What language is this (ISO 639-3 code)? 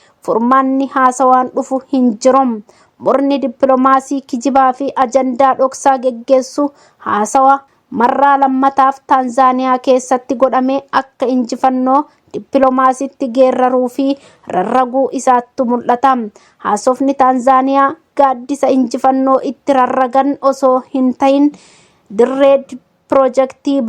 orm